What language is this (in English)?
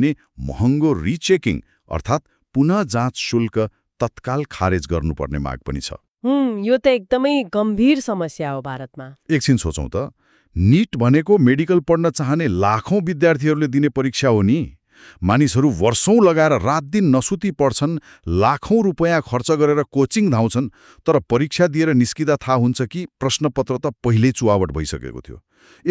Nepali